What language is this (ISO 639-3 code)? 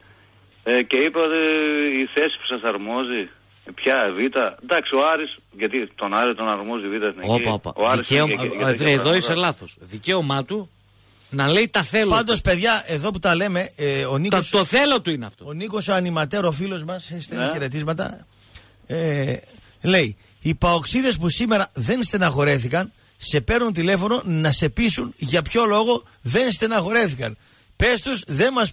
ell